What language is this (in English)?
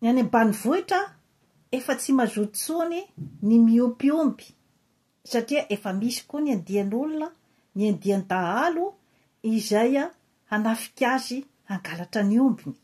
Malagasy